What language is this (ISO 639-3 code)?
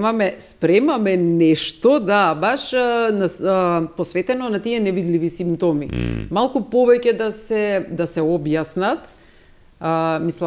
mkd